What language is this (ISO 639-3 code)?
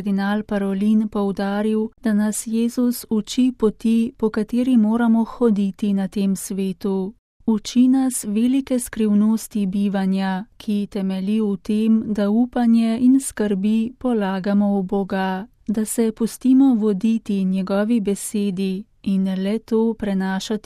slv